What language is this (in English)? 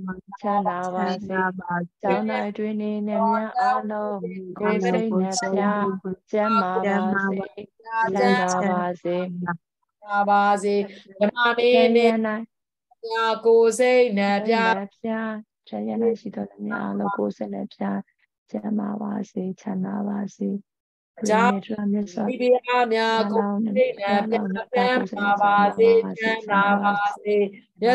Burmese